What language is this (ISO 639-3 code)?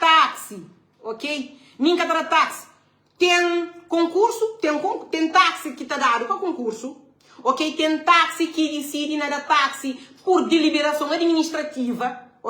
kea